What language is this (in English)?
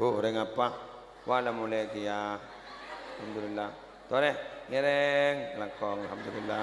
Madurese